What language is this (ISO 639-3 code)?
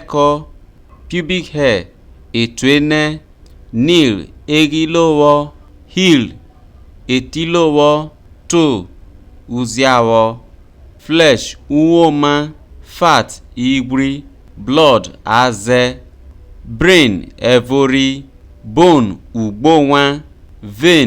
iso